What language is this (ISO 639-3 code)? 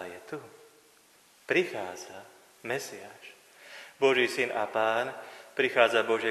slk